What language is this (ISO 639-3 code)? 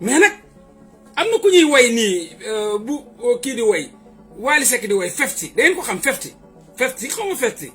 wol